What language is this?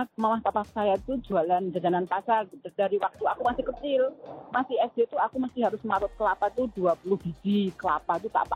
Indonesian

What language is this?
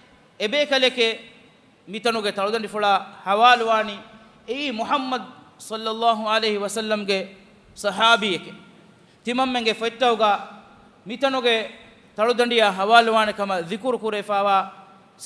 Divehi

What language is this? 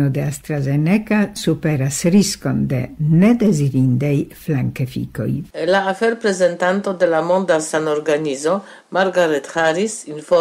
Esperanto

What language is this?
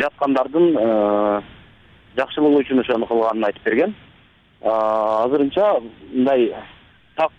Kyrgyz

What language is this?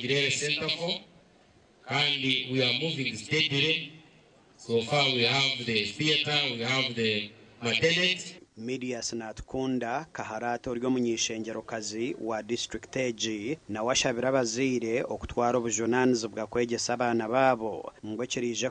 Nyankole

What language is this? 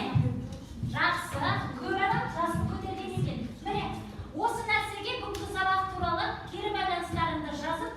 Kazakh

